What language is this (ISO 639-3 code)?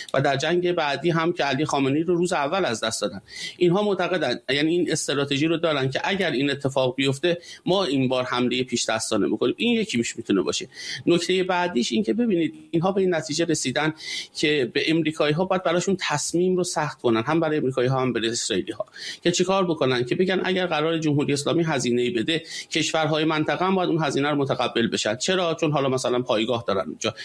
fas